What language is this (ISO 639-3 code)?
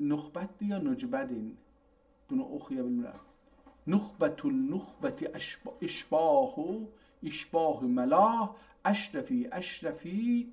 azb